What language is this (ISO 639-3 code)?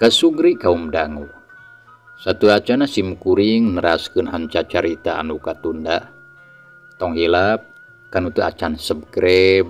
sun